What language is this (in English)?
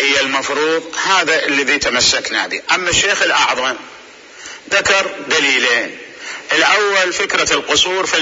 Mesopotamian Arabic